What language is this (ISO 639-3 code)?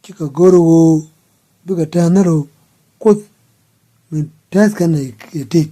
nus